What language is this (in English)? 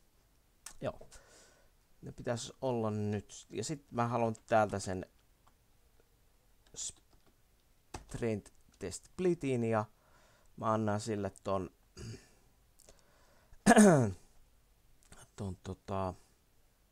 Finnish